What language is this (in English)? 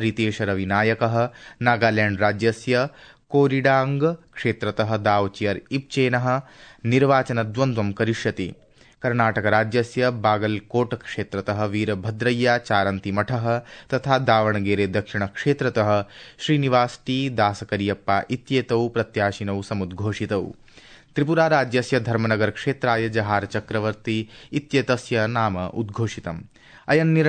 Sanskrit